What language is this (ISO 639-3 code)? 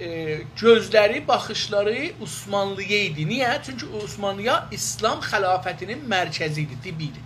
azb